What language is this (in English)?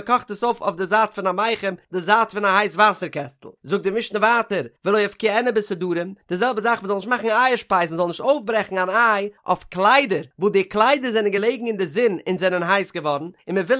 Yiddish